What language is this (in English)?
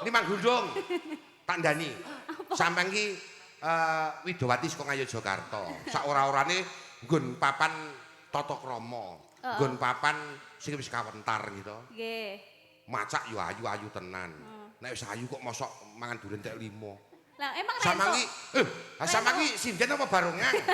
Javanese